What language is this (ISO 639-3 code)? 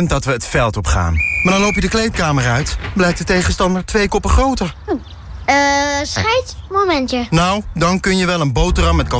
nld